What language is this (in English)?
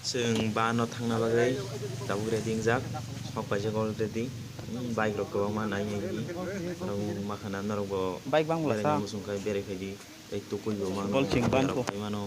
Kok Borok